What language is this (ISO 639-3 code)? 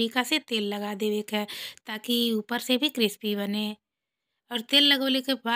bho